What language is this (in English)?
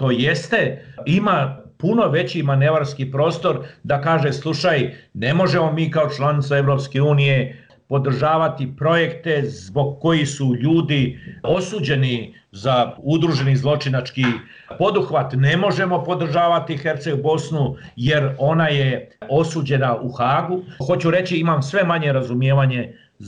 Croatian